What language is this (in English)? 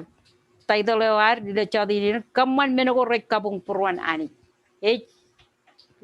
Marshallese